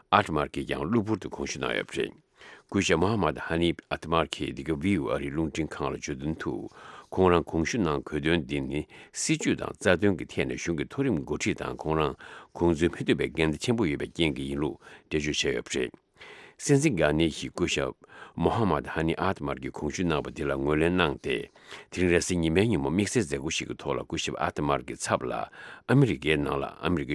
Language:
Tibetan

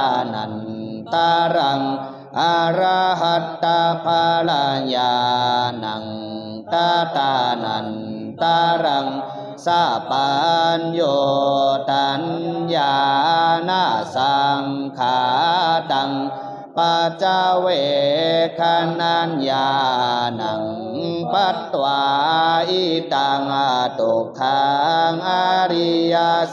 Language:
Pali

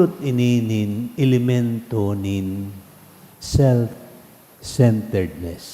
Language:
Bikol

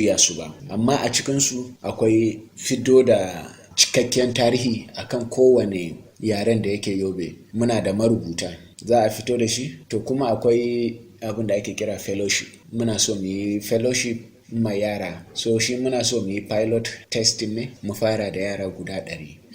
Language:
Hausa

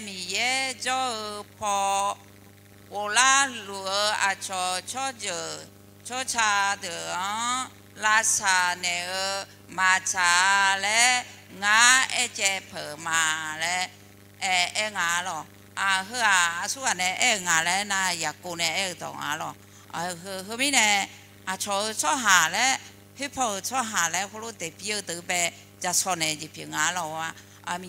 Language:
Akha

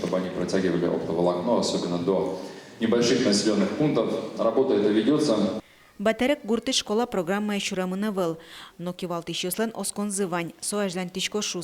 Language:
Udmurt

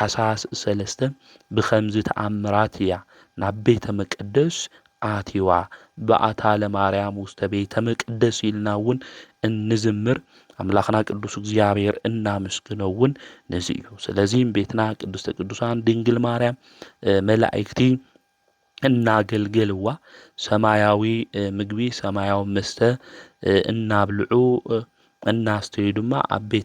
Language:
Tigrinya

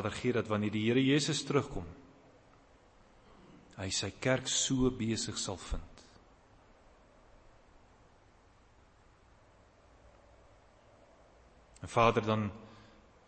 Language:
Afrikaans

